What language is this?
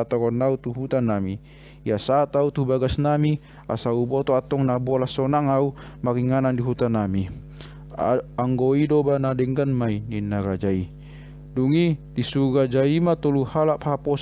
Batak Toba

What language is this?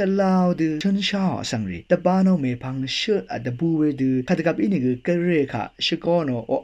Rawang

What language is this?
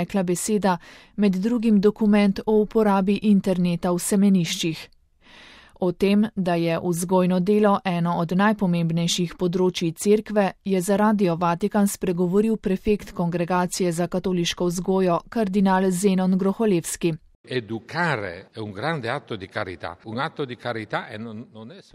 Slovenian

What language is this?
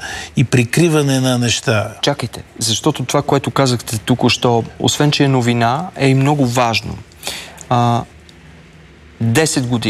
Bulgarian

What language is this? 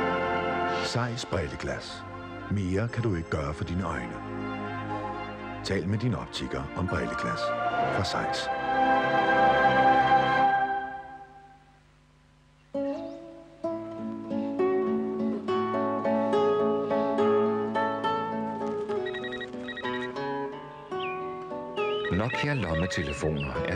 Danish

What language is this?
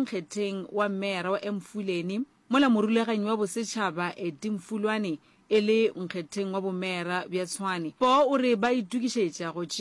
Northern Sotho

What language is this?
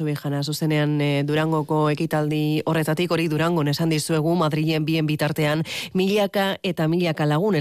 Basque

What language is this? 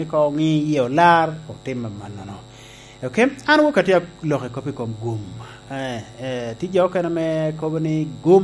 Lango (Uganda)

